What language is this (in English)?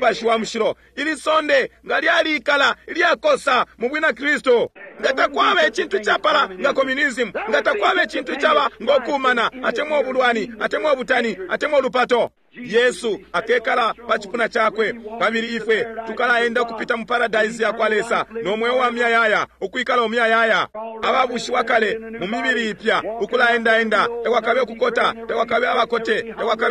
Bemba